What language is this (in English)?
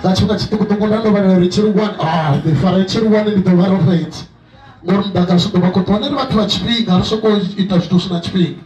Venda